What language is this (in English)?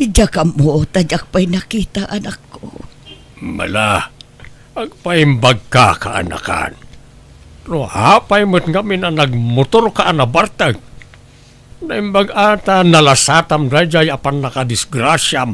Iloko